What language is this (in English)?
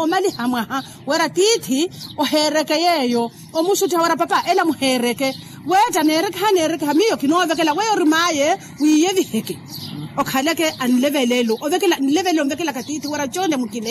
Makhuwa